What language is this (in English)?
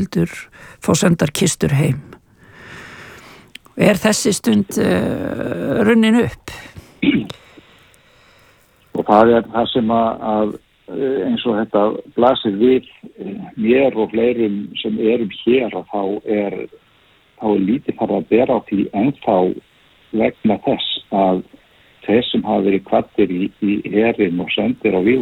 Icelandic